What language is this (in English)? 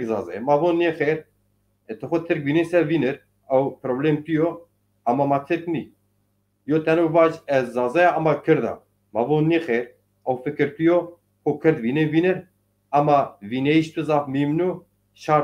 Zaza